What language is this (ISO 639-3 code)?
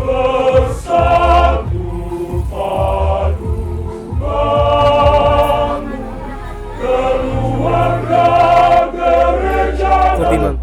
xmm